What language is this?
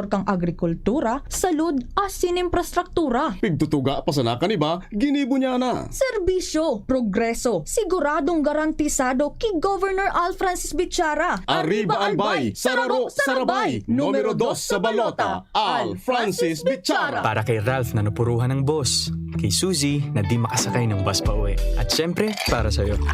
Bikol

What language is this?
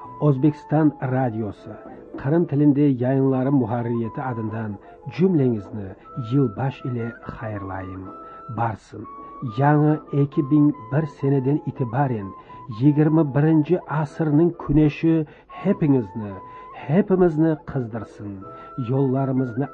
Crimean Tatar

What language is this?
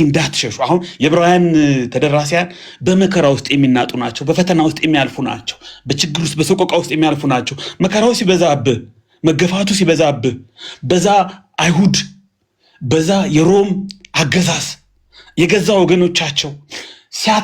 Amharic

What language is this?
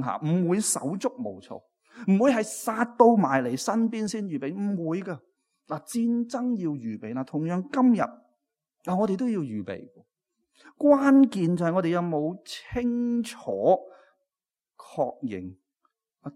Cantonese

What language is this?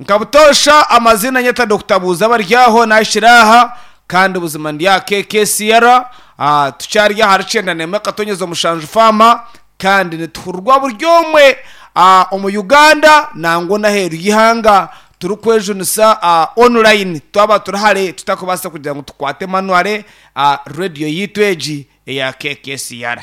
Nyankole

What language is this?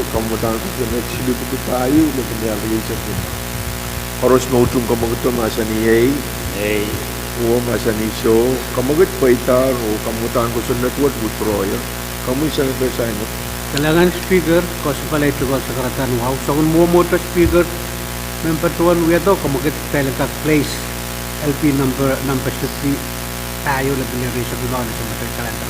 Pohnpeian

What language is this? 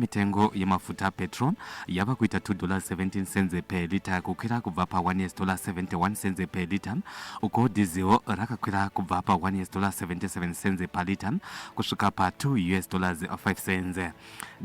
Shona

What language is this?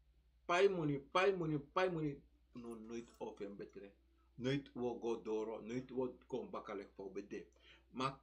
Sranan Tongo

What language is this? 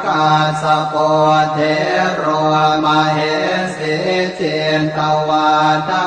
Pali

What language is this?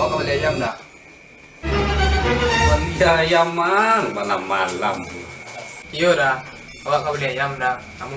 Minangkabau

